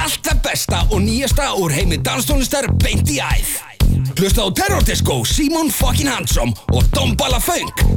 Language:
Icelandic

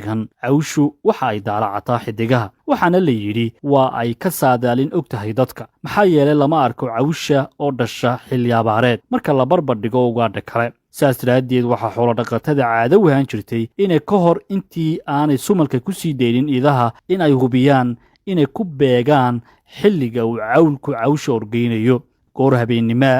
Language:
Somali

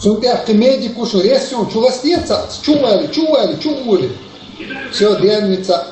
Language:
Chechen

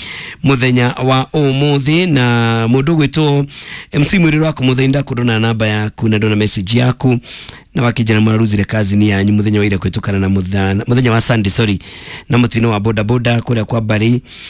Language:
Kikuyu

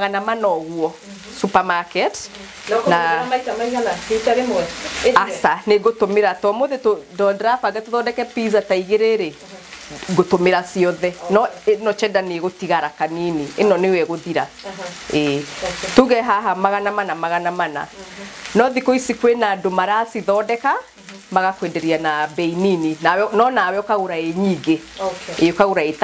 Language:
Kikuyu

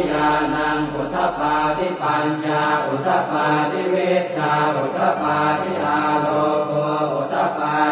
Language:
Pali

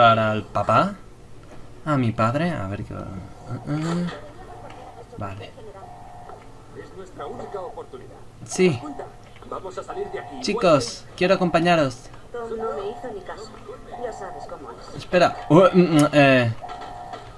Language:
Spanish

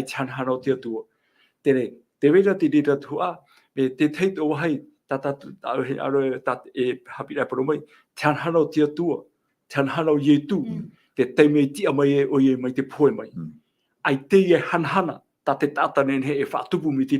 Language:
Tahitian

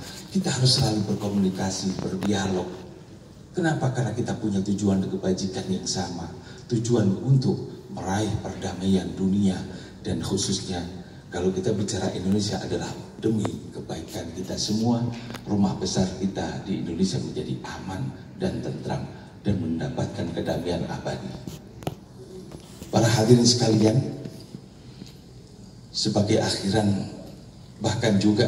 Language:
Indonesian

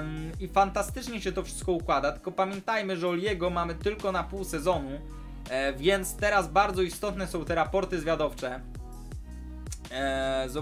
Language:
Polish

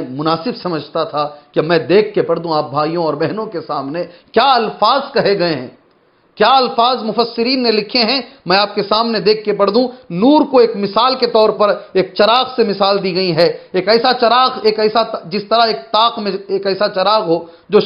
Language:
Urdu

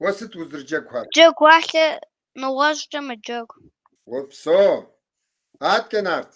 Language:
Kabardian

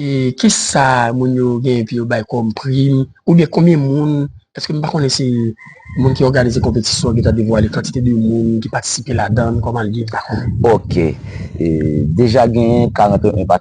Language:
Haitian Creole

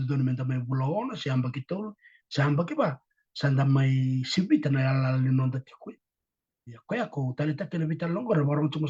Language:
Fijian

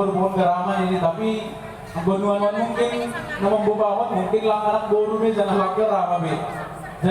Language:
Batak Simalungun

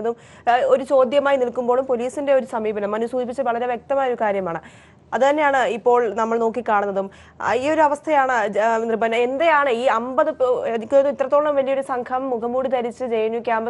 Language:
Malayalam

